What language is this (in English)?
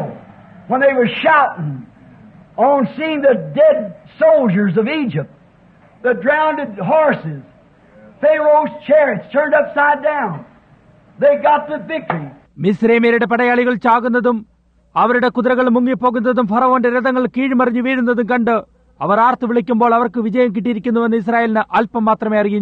Malayalam